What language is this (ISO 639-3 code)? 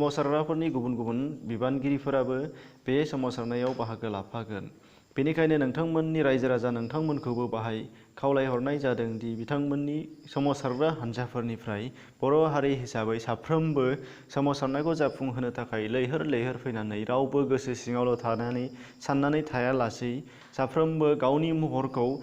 brx